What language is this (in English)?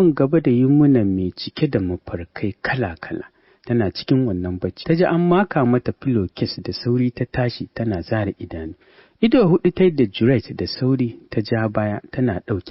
Hausa